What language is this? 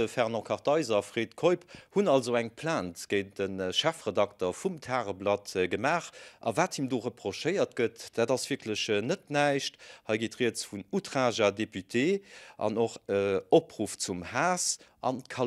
Luxembourgish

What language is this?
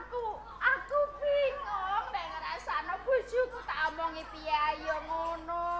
Javanese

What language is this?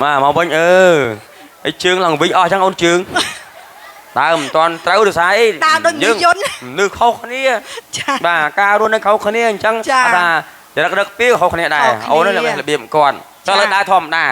Khmer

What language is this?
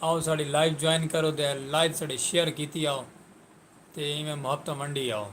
Saraiki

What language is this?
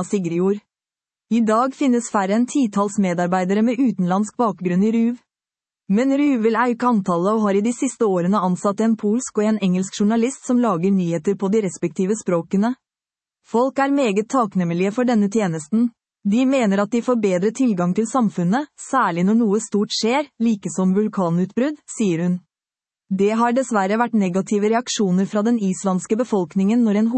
Norwegian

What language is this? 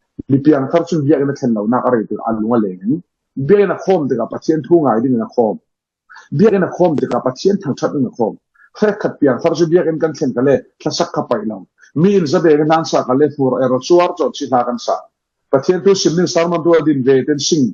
Falam Chin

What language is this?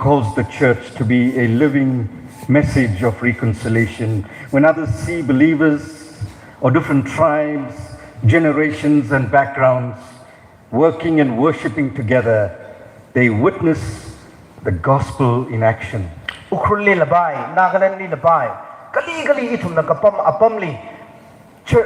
Tangkhul Naga (India)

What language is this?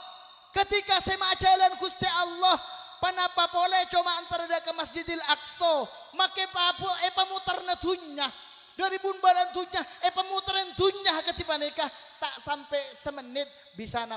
Madurese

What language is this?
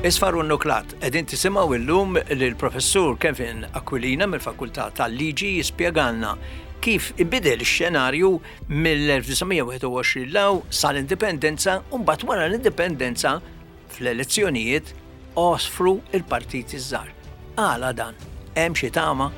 Maltese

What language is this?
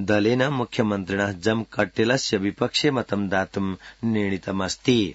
Sanskrit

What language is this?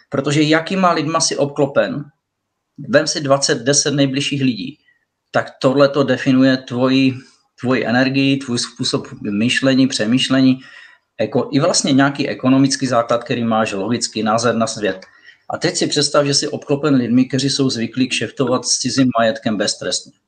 Czech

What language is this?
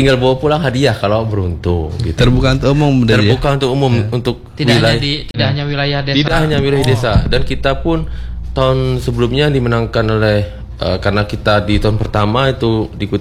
Indonesian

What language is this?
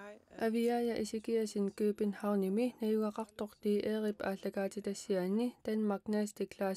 Kalaallisut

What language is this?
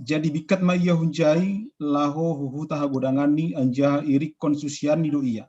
Batak Simalungun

